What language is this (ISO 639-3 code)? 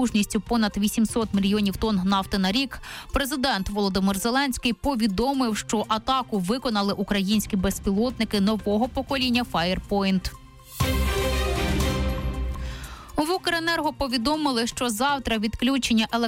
ukr